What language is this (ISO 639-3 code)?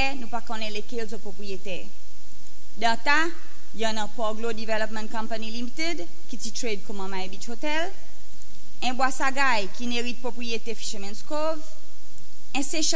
crs